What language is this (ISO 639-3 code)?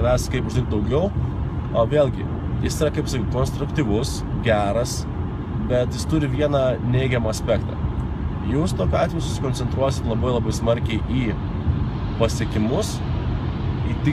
lit